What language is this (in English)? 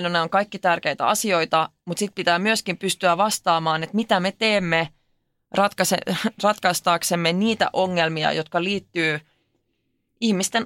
Finnish